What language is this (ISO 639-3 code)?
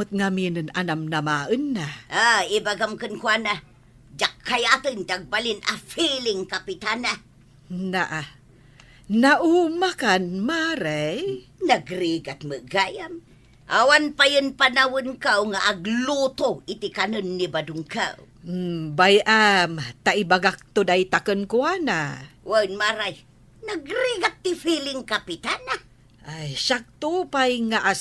ilo